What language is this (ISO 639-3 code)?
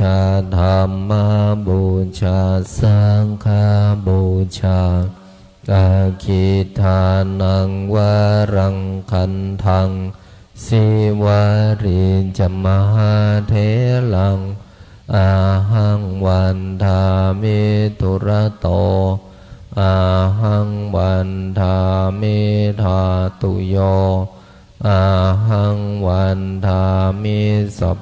pli